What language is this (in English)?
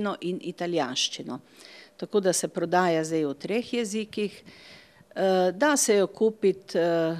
Slovenian